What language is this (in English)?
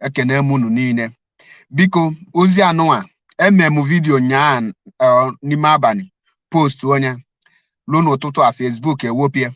Igbo